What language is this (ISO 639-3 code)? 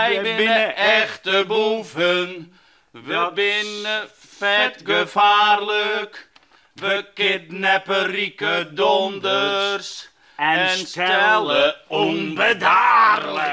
fry